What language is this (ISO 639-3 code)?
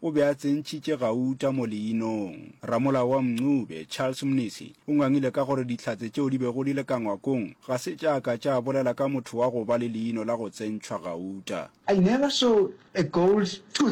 nso